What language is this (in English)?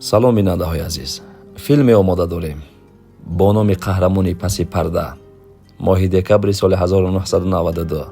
Tajik